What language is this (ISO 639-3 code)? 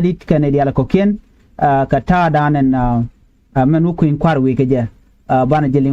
nus